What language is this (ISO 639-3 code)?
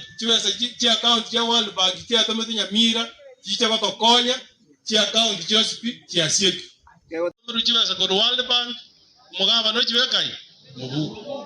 guz